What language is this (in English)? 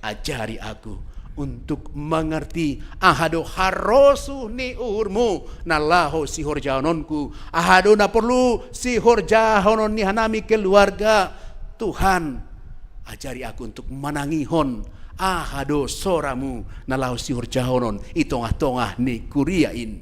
Batak Simalungun